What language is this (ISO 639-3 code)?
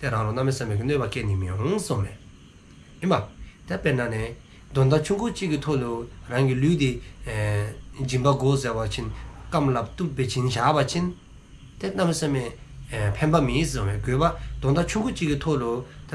dzo